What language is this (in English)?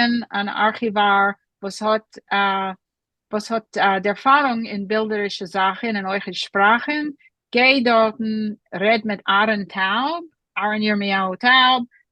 Yiddish